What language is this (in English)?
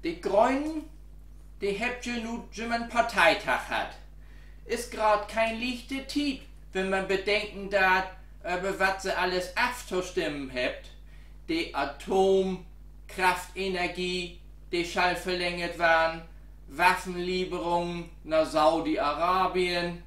Low German